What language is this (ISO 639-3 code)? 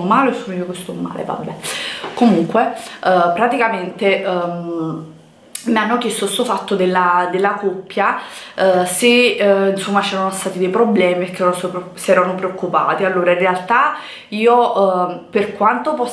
ita